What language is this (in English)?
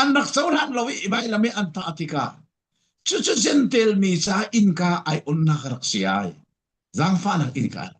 Falam Chin